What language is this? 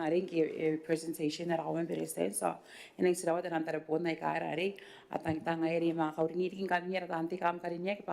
Gilbertese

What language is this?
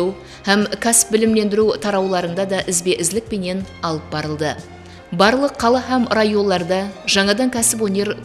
Kara-Kalpak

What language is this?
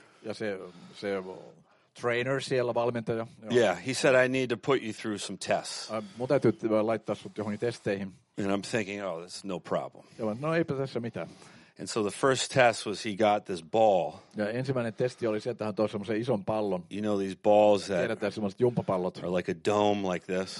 Finnish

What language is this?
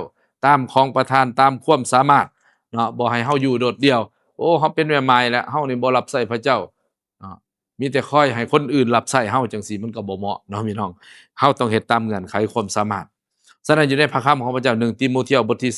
Lao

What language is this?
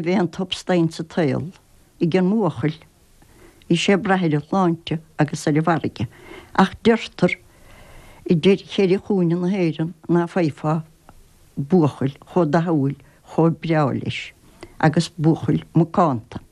Irish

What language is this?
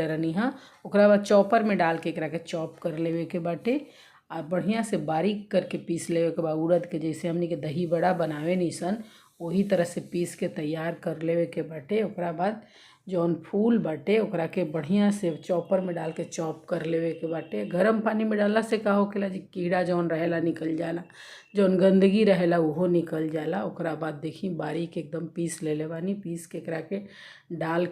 Bhojpuri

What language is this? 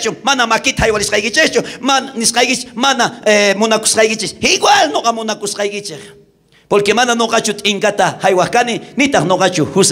South Bolivian Quechua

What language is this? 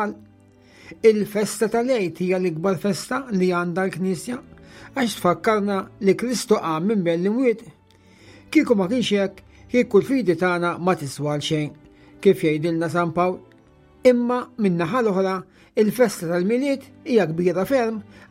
Maltese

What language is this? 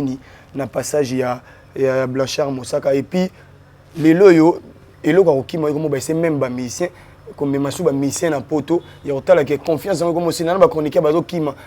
Lingala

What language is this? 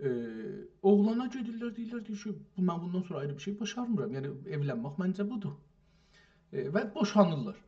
South Azerbaijani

